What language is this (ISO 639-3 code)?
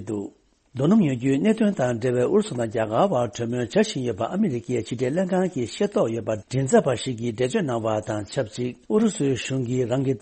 bod